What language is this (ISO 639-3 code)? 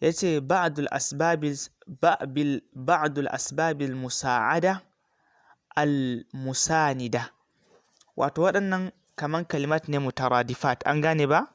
hau